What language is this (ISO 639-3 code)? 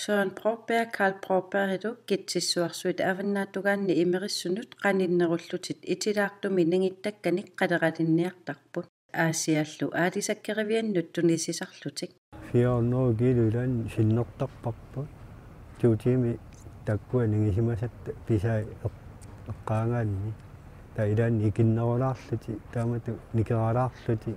kal